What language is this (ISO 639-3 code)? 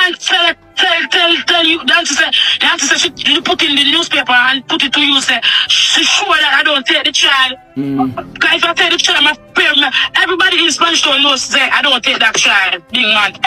jam